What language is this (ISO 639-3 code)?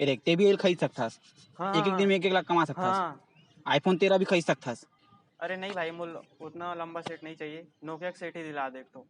hne